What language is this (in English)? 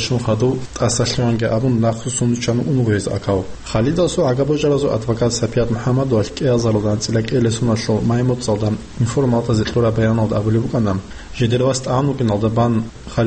Avaric